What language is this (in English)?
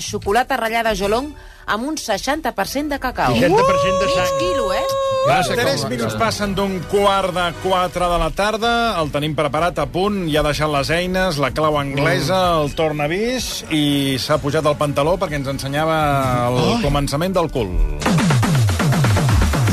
Catalan